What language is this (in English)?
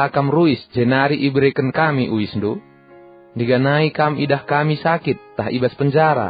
Batak Karo